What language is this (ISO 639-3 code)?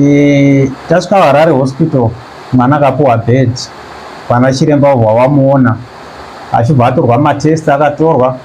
sna